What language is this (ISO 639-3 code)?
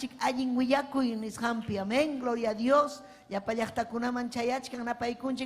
quy